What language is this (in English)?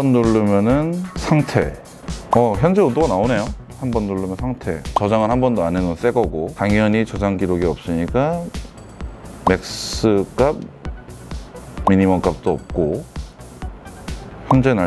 Korean